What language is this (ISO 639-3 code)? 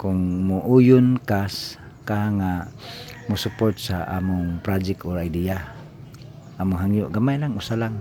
ceb